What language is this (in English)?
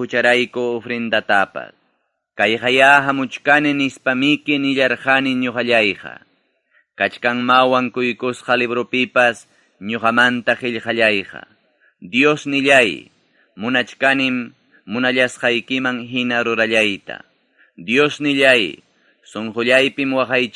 Ayacucho Quechua